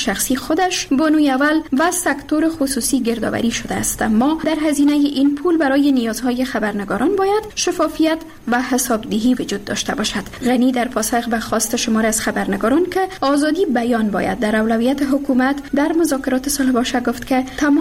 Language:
Persian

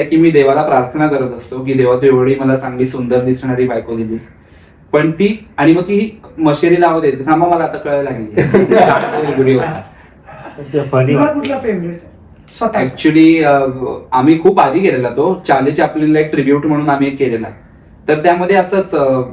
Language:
Marathi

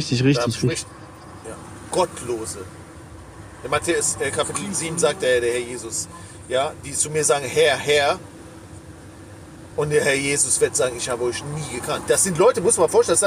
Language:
German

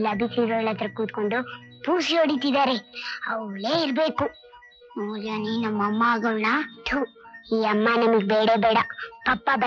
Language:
Kannada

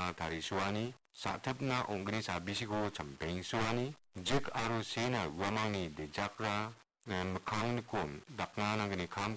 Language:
Garo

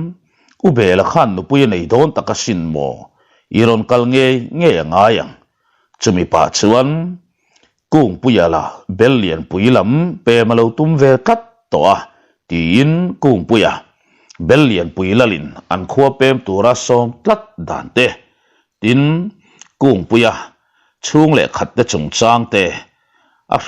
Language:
Mizo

